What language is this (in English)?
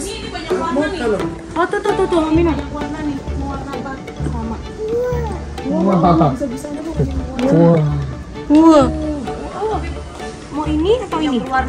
Indonesian